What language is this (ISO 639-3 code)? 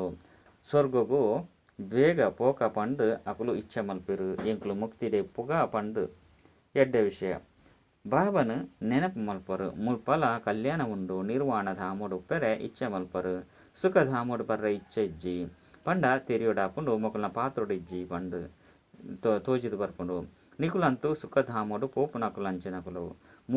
tcy